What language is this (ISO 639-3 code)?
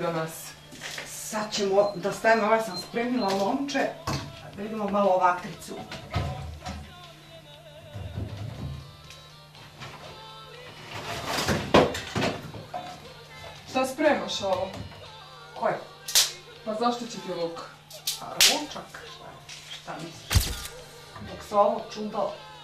srp